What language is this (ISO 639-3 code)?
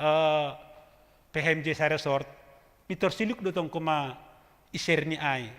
bts